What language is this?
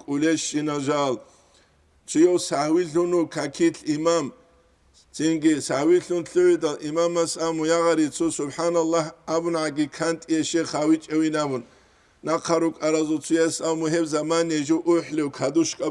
Avaric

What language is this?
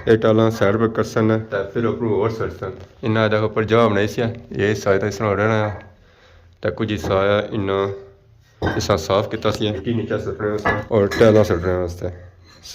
Pahari-Potwari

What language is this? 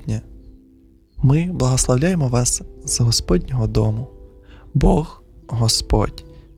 Ukrainian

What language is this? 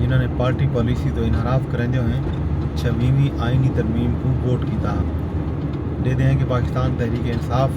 Saraiki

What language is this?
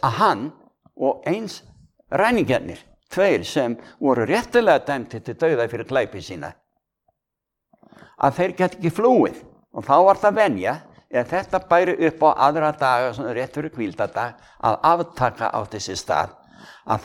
Icelandic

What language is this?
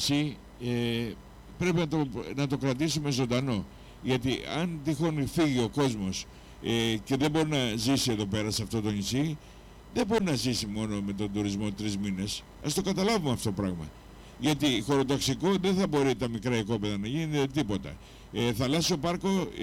Greek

